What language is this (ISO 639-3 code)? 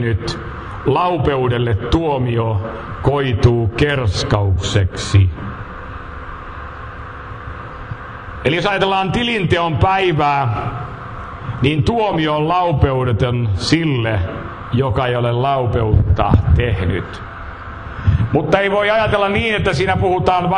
fin